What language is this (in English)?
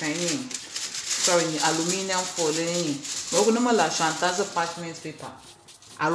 Ewe